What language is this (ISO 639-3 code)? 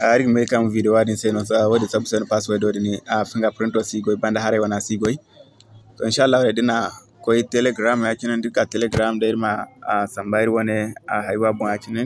dje